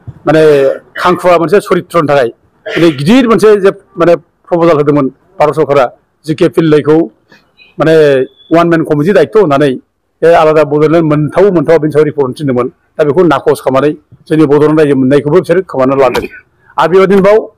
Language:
Bodo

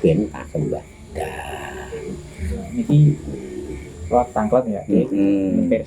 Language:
Javanese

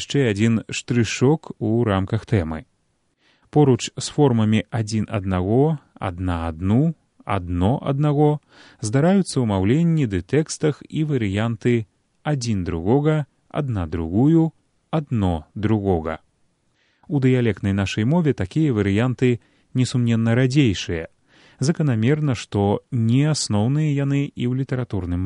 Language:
Belarusian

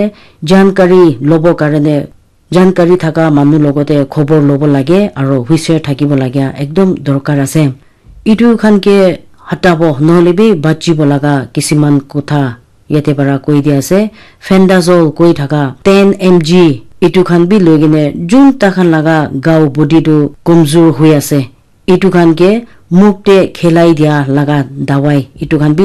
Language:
Naga Pidgin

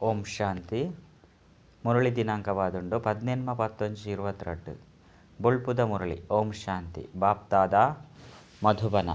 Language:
Tulu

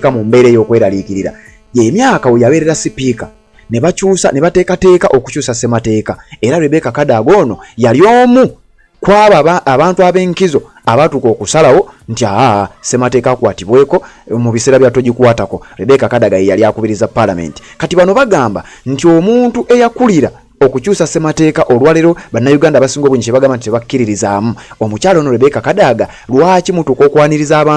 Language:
Ganda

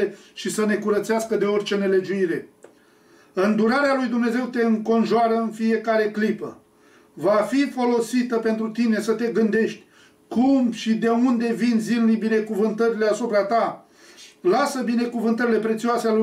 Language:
Romanian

